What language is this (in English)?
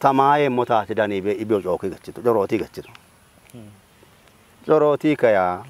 Kafa